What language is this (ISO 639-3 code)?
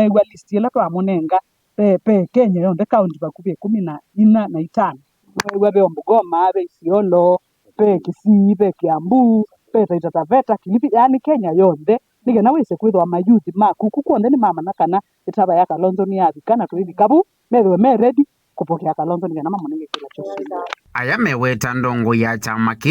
kam